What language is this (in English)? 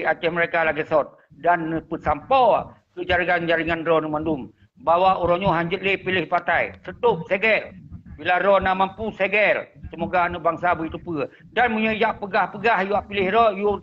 Achinese